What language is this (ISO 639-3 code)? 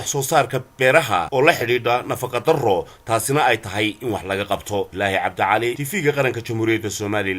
som